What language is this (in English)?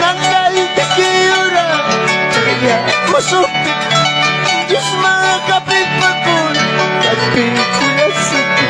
Ayacucho Quechua